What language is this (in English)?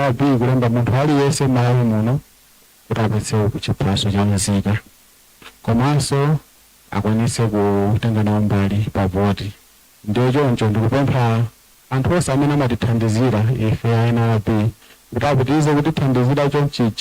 Nyanja